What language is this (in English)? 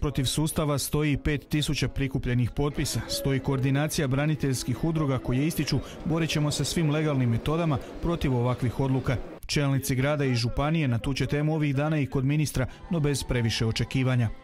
Croatian